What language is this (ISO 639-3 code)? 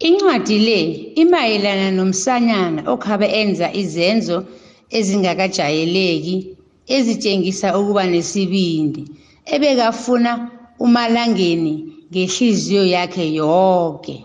nbl